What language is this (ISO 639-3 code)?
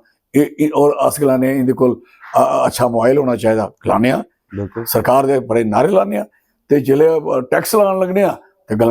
doi